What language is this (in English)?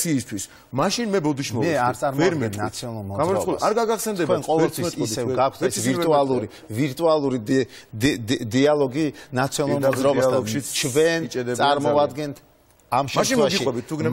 Georgian